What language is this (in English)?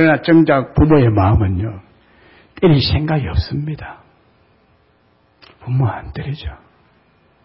Korean